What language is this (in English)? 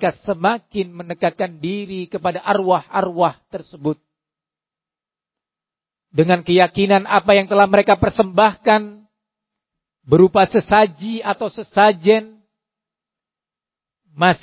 Indonesian